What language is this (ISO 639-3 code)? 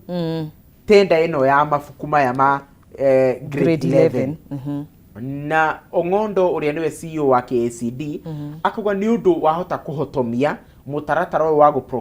kik